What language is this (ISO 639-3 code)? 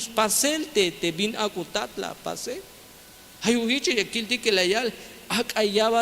tzh